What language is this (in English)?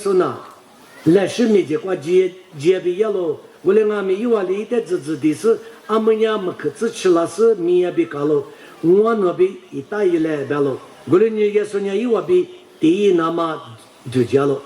Lisu